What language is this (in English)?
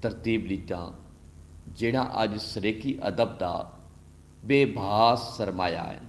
Saraiki